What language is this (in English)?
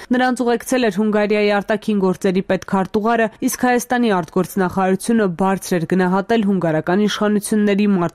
Armenian